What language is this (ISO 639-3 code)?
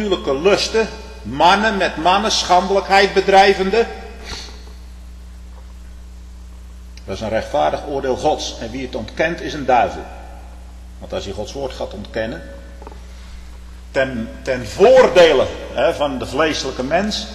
nld